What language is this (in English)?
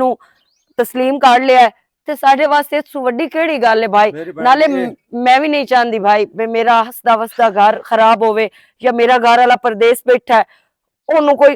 Western Panjabi